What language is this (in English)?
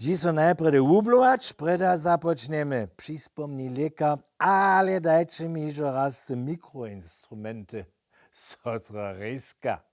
Upper Sorbian